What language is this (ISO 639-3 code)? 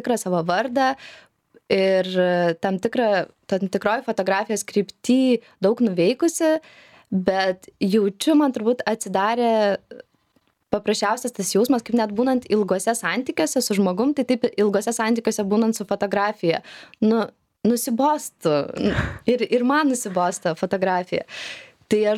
lit